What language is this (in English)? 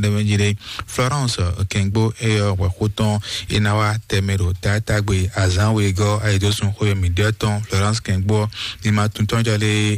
Fon